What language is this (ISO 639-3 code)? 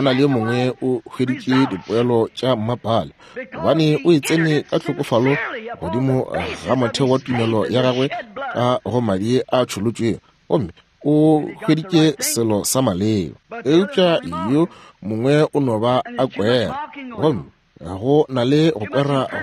nso